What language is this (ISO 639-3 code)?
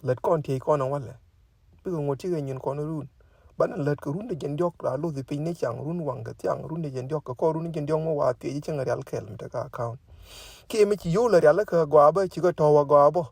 nus